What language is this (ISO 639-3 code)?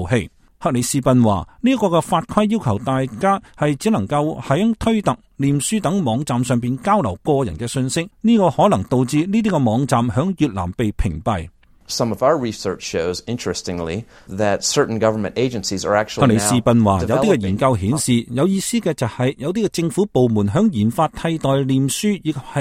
yue